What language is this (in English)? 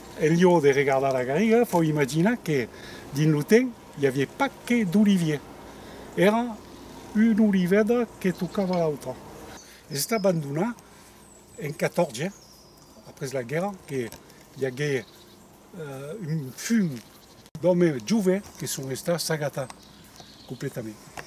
Occitan